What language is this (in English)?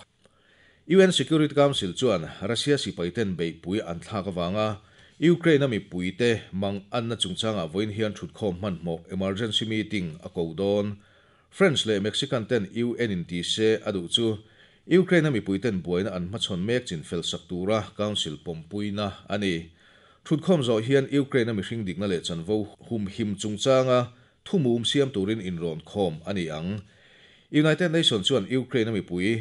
Mizo